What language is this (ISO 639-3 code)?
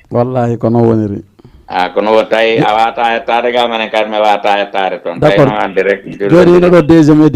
ful